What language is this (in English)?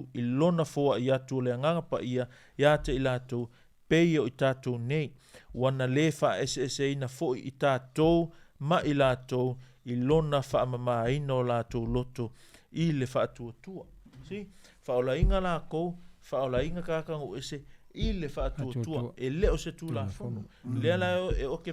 Samoan